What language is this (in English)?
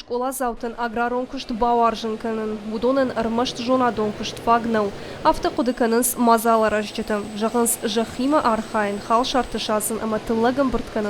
Ossetic